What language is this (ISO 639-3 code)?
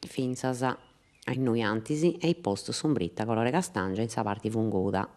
srd